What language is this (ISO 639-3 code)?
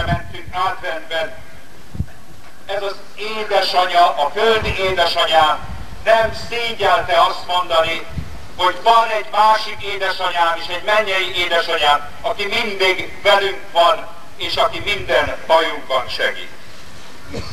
hun